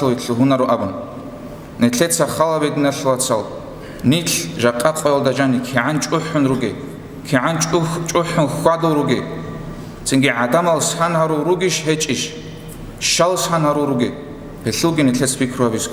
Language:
Avaric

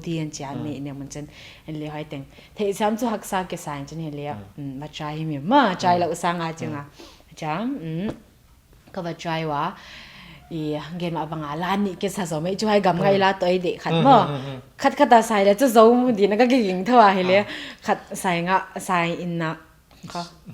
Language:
Paite Chin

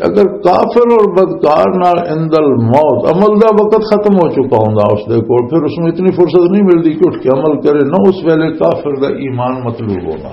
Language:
Western Panjabi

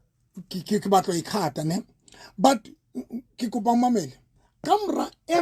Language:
Southern Sotho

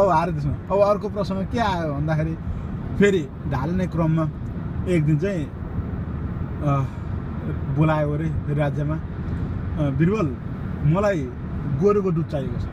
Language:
Nepali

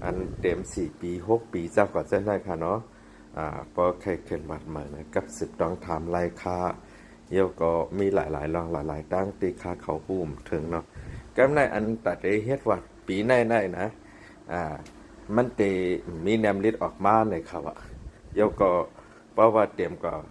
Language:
Shan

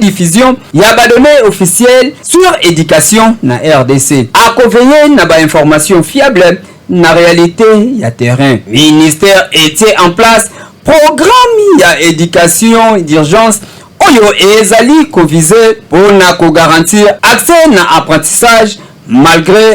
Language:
Lingala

